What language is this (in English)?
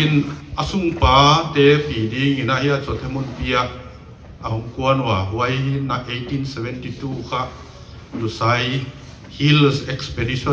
Paite Chin